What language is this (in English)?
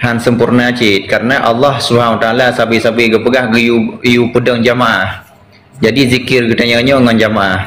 Achinese